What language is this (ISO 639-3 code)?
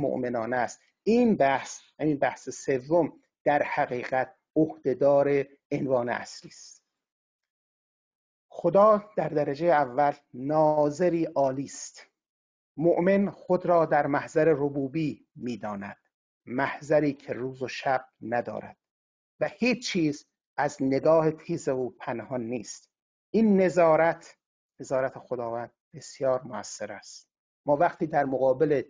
fas